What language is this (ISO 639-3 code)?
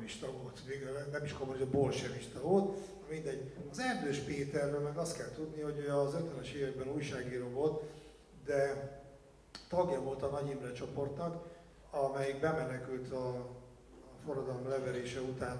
hun